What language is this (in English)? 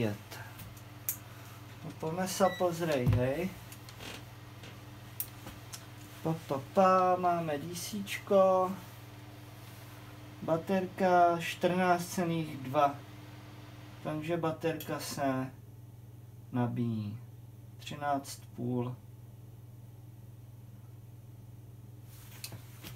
Czech